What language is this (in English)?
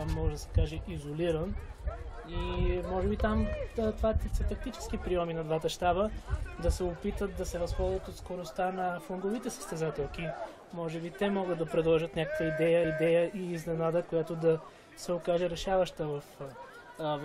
Bulgarian